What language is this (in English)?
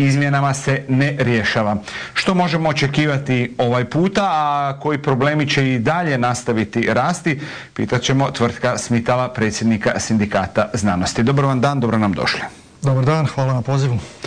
Croatian